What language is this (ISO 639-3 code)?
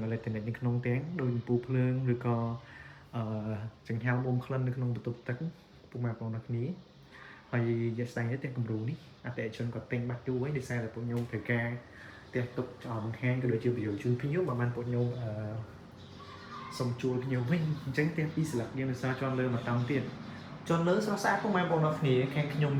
khm